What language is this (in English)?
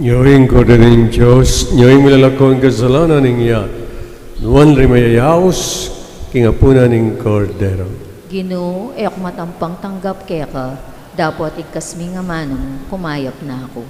Pampanga